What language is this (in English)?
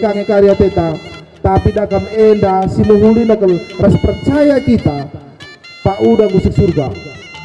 Batak Karo